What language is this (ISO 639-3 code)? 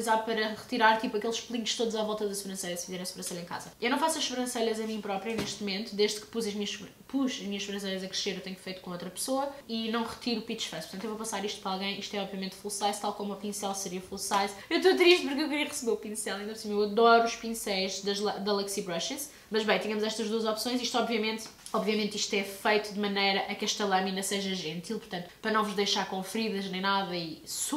por